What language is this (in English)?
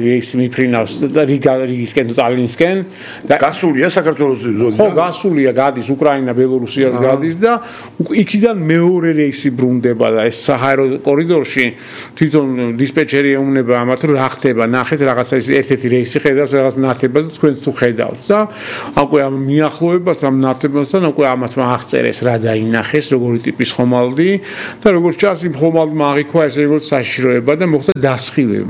Georgian